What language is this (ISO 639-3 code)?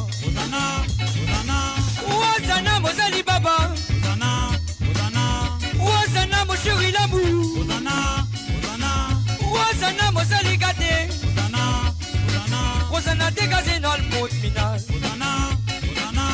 mfe